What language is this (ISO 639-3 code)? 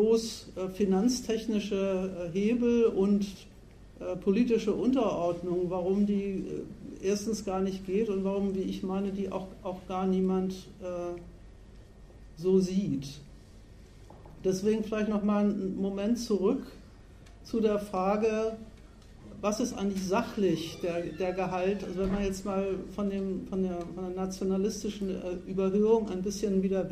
deu